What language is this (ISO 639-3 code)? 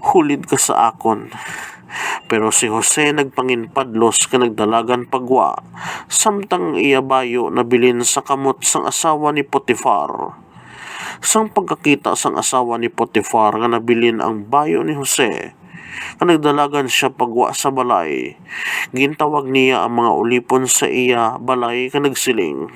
hil